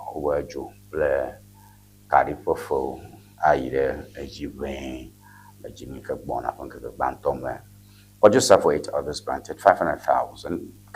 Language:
Ewe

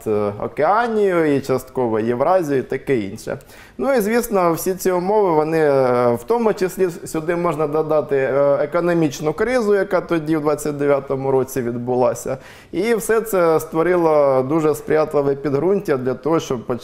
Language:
Ukrainian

